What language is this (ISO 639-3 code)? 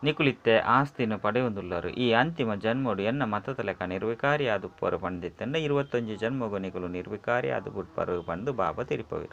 tcy